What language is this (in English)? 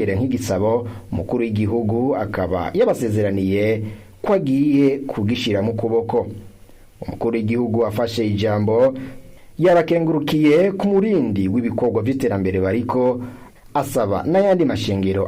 Rundi